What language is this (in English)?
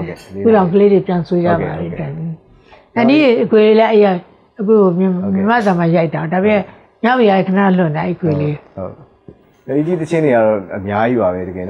Burmese